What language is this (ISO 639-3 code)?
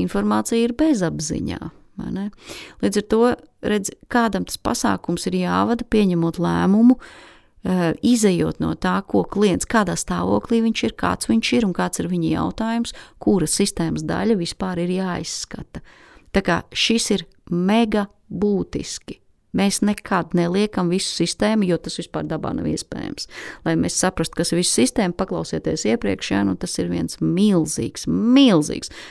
lav